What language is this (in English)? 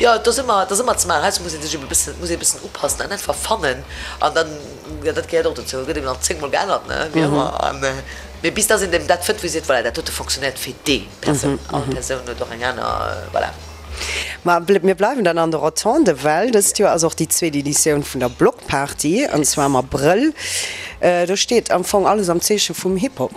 Luxembourgish